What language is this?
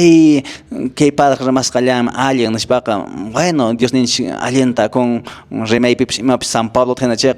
Quechua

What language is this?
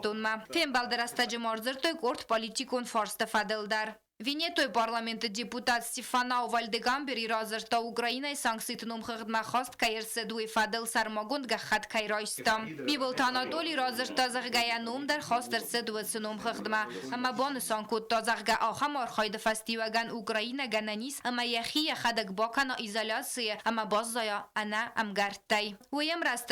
Ossetic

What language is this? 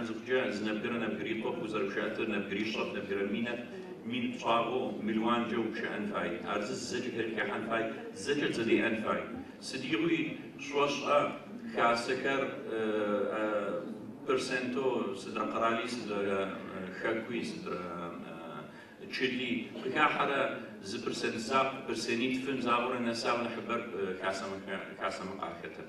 Adyghe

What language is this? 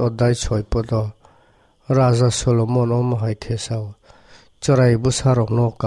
Kok Borok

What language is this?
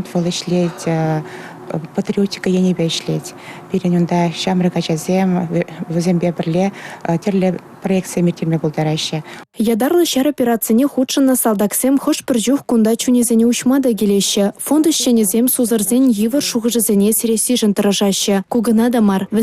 Chuvash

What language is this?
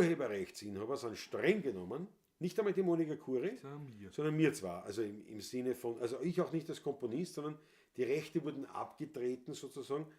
Bavarian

